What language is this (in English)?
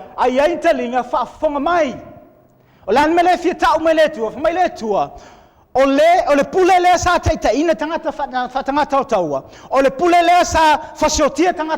Samoan